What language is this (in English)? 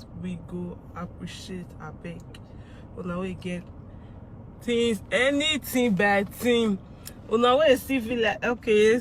Nigerian Pidgin